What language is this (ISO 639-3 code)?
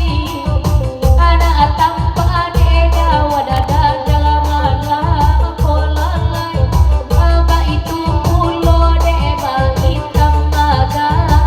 min